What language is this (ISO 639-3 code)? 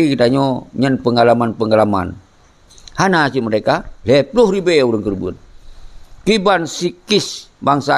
ace